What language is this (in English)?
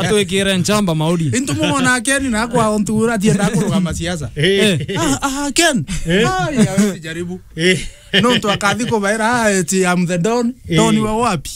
Meru